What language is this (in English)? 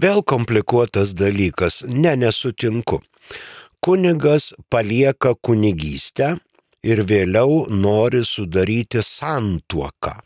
Lithuanian